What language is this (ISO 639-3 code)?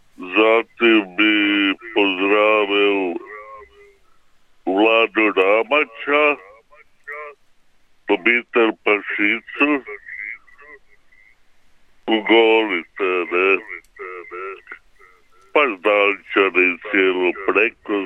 hrv